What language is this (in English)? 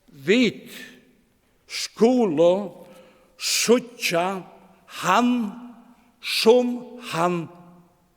Faroese